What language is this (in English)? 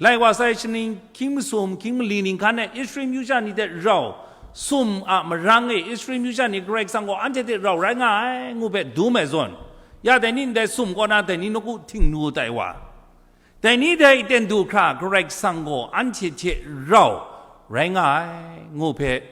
Kachin